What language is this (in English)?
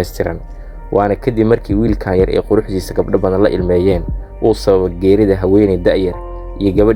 Somali